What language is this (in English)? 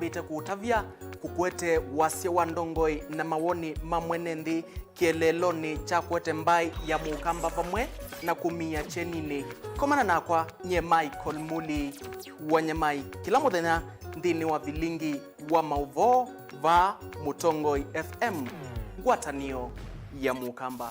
Kamba